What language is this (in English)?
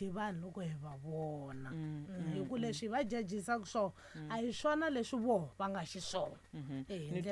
Tsonga